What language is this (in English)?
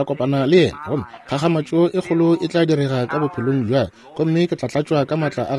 Northern Sotho